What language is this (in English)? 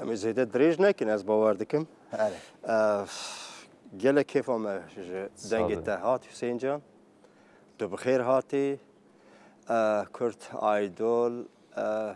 Kurdish